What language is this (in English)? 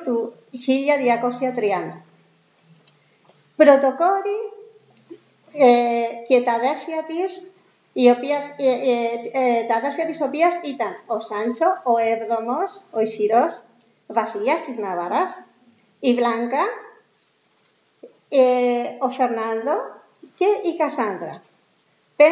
Greek